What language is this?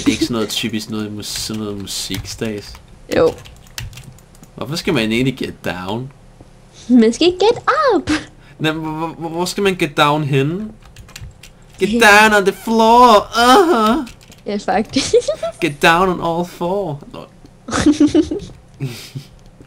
Danish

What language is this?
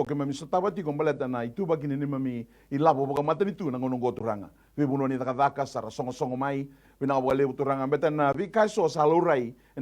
Fijian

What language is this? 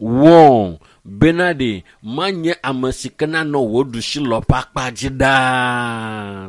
Ewe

